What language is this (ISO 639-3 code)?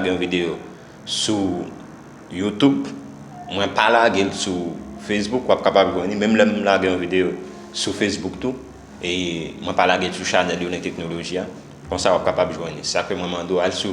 hat